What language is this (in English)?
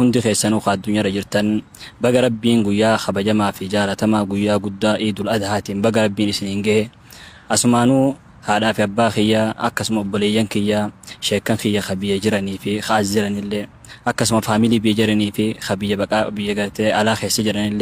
Oromo